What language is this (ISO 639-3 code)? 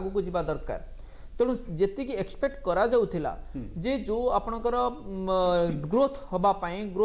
ori